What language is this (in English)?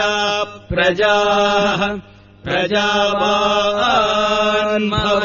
Sanskrit